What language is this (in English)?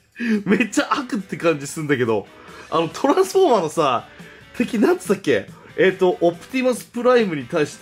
Japanese